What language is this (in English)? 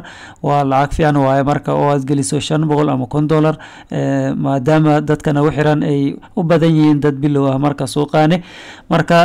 Somali